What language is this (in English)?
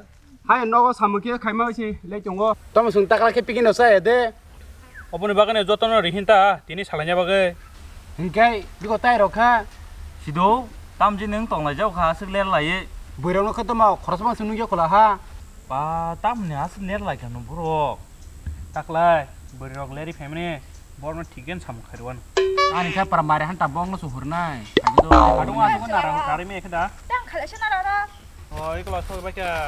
Kok Borok